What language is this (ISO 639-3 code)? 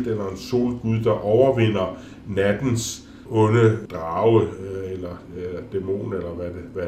dan